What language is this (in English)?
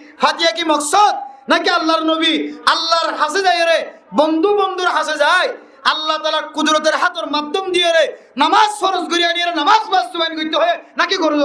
Rohingya